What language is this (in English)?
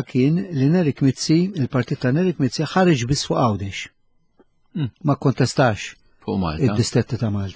Maltese